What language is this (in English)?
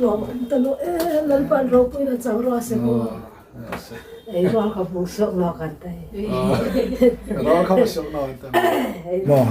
Hmar